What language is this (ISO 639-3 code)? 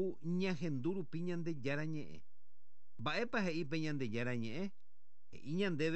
grn